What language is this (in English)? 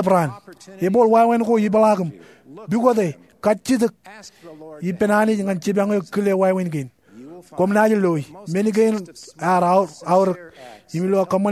Marshallese